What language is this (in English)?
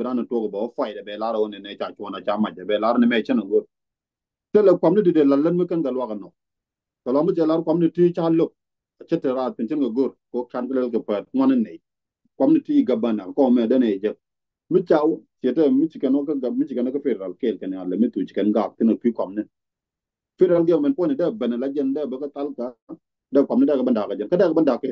Nuer